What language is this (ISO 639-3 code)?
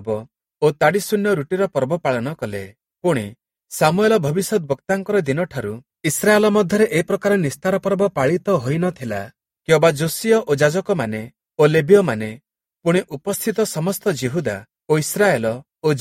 ori